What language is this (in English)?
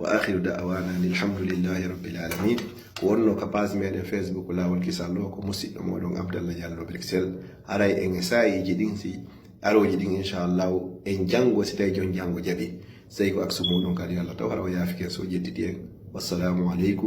Fula